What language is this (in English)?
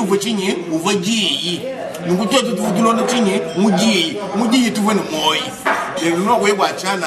Luba-Lulua